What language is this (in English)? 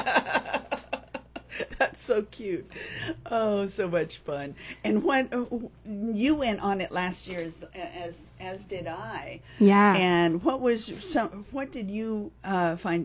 English